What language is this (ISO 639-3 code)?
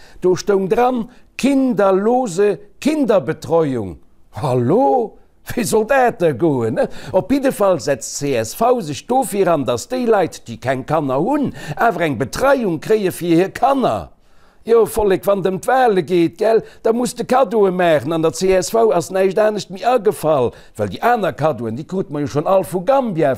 ltz